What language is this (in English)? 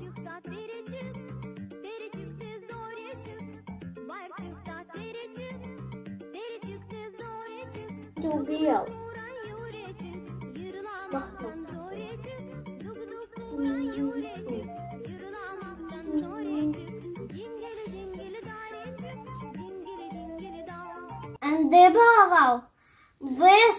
Crimean Tatar